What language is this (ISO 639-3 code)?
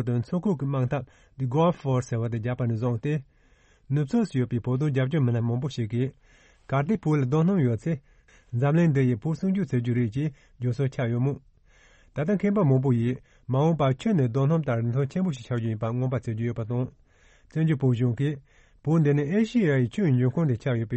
bod